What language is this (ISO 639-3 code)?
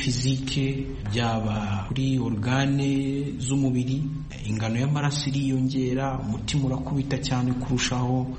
kin